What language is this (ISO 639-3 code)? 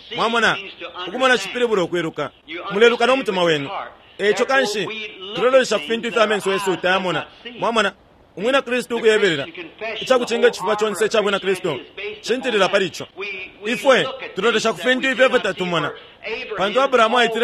bem